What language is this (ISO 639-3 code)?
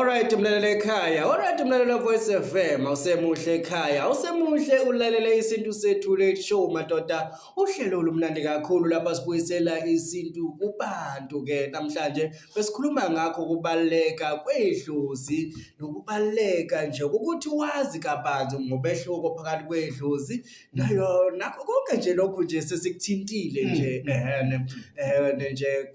zul